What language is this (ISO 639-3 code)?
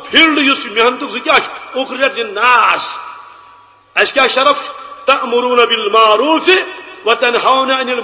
kas